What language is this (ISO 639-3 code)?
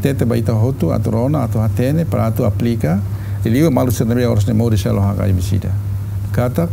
tet